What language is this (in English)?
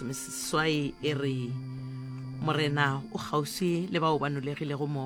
Northern Sotho